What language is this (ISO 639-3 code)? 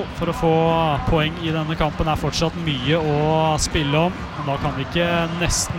nor